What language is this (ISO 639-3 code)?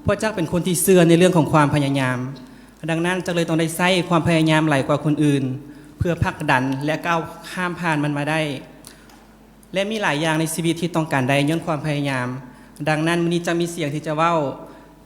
lao